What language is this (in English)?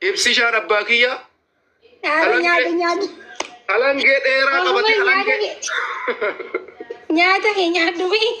Oromo